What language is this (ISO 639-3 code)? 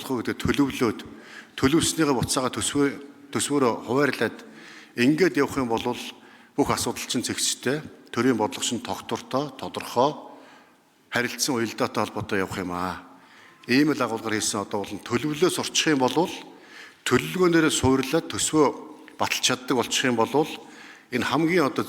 mon